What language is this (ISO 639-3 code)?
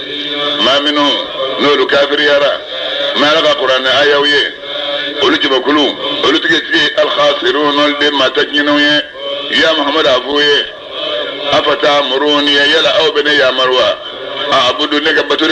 bam